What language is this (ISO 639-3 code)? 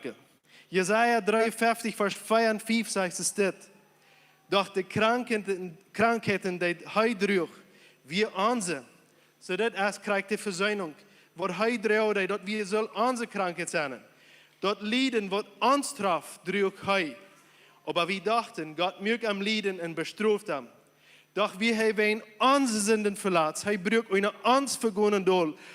pdt